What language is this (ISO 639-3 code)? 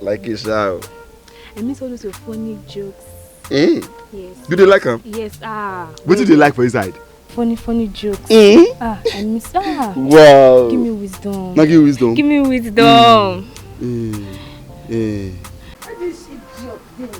pcm